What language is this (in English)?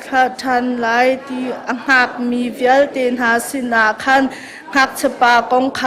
Hakha Chin